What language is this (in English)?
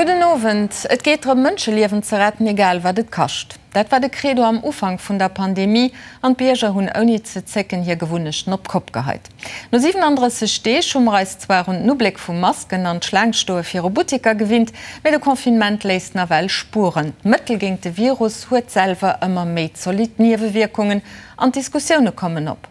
Luxembourgish